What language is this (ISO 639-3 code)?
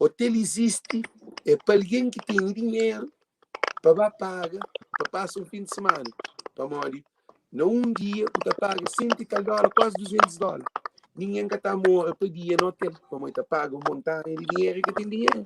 kea